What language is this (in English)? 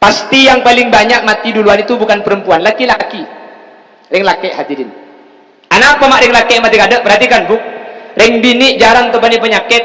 Madurese